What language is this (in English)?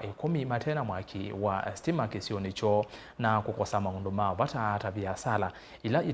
Kamba